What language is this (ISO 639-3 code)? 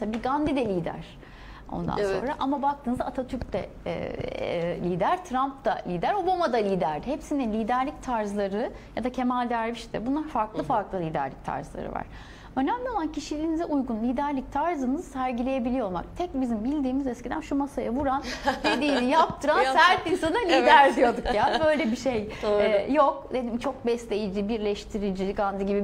tur